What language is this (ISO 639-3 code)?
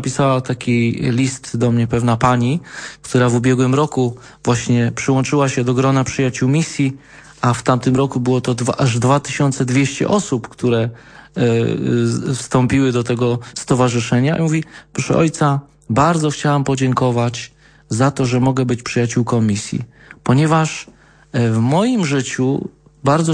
pol